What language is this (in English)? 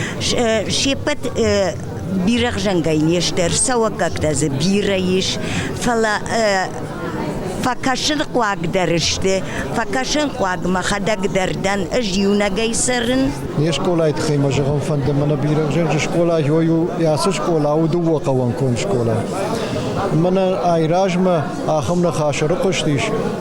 Ossetic